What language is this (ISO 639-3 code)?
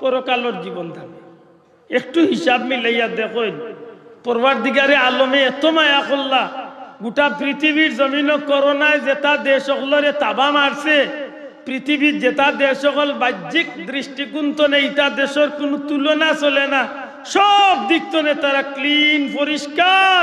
syl